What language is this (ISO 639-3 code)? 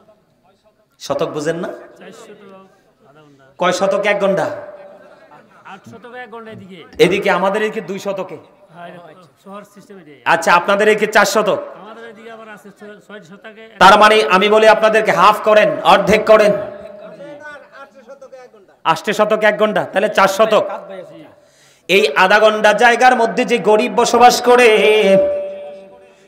ben